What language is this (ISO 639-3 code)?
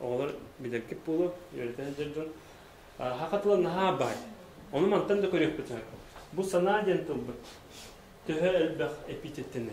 sah